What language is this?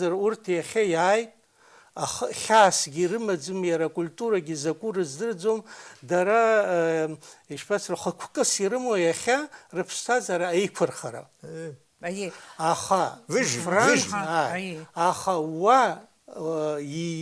Abkhazian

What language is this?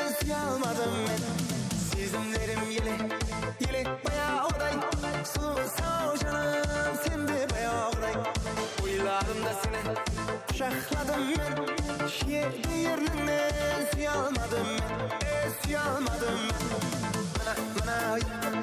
Kara-Kalpak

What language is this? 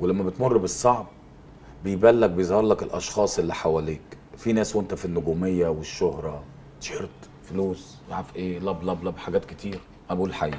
Egyptian Arabic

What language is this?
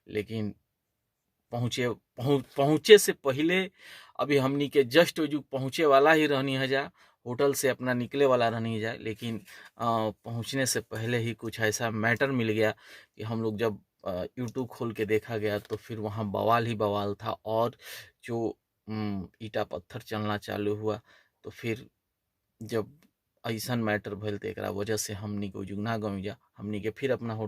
Bhojpuri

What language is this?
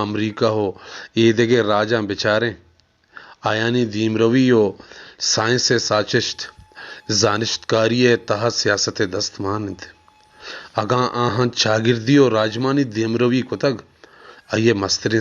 Baluchi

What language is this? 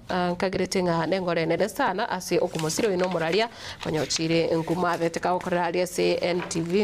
Gusii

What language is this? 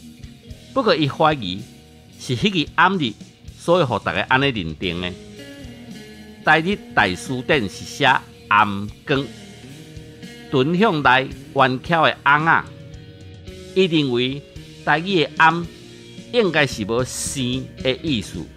Min Nan Chinese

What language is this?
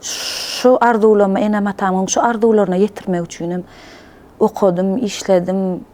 Turkmen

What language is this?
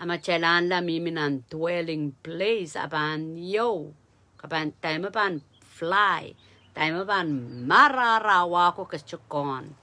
Pohnpeian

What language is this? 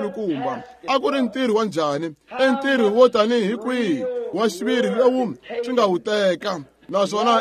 Tsonga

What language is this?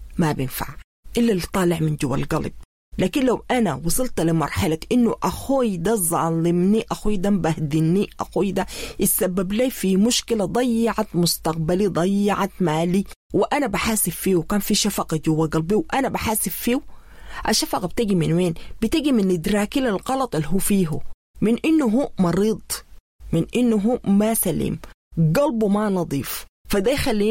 Sudanese Arabic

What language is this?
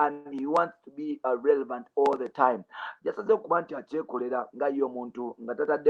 Ganda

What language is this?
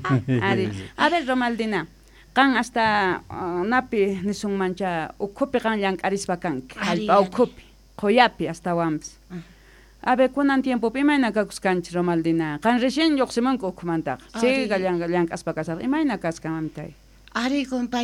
Quechua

